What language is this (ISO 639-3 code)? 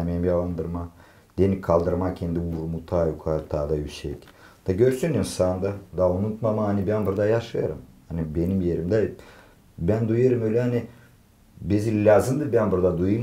gag